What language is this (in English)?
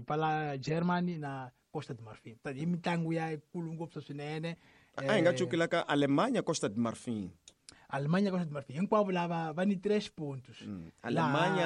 Tsonga